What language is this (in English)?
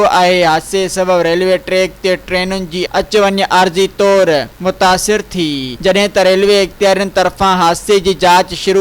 Sindhi